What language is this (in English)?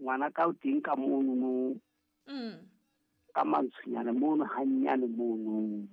Southern Sotho